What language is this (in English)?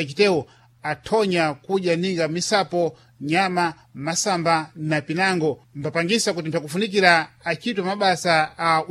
Sena